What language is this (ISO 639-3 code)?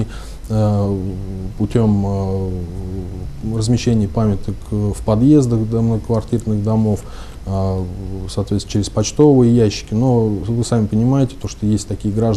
rus